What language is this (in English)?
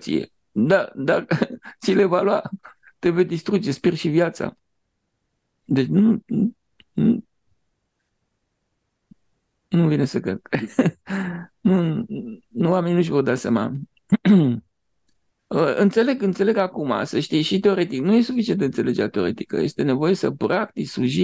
Romanian